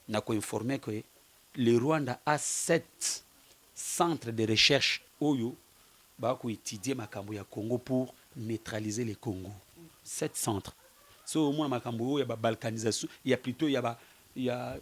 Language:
Lingala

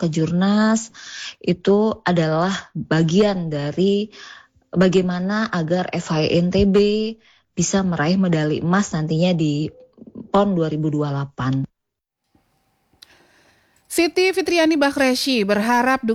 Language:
Indonesian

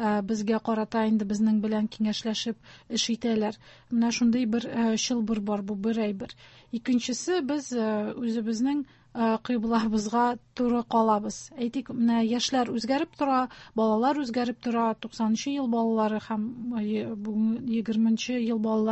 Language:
Tatar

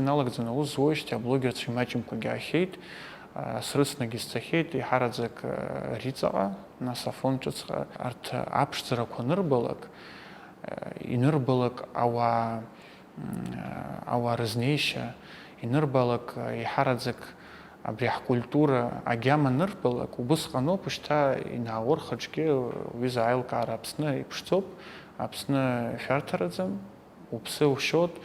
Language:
Abkhazian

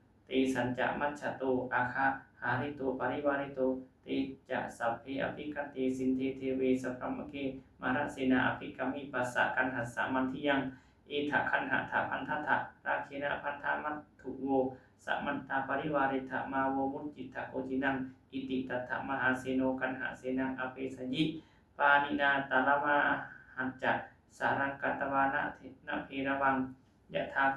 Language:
Pali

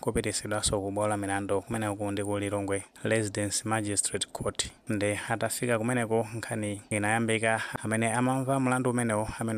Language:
Nyanja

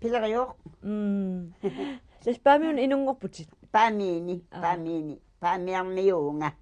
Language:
Kalaallisut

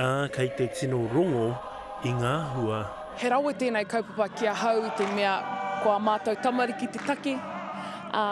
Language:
Māori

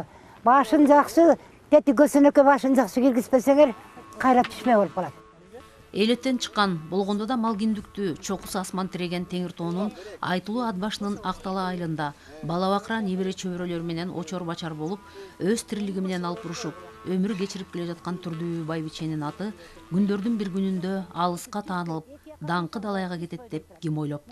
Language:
Kyrgyz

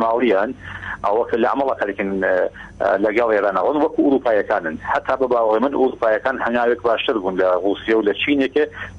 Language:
Central Kurdish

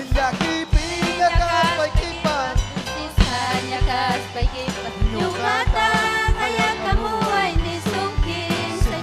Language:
Ayacucho Quechua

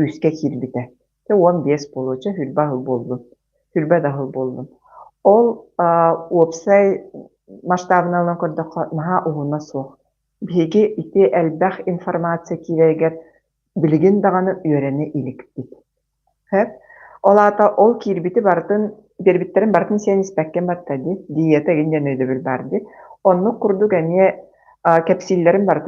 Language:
Yakut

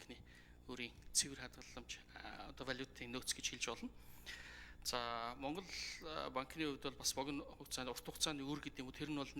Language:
Mongolian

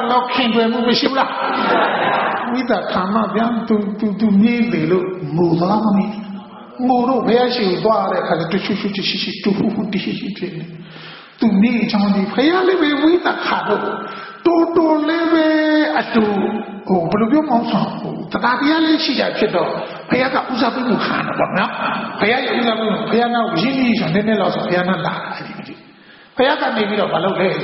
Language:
Burmese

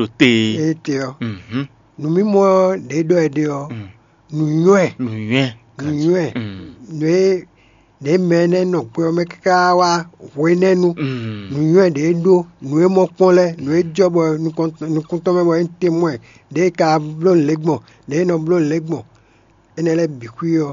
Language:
Fon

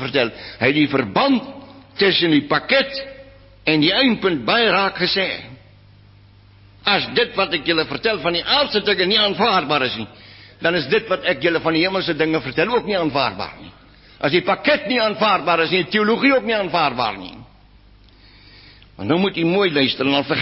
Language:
Afrikaans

